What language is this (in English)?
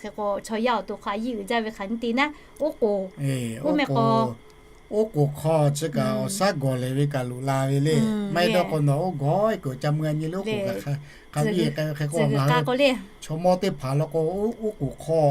Lahu